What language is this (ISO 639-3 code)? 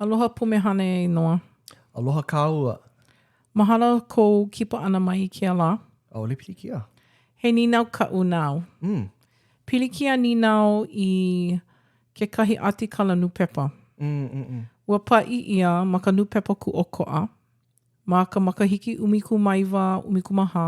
haw